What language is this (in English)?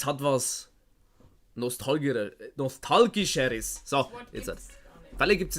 Bavarian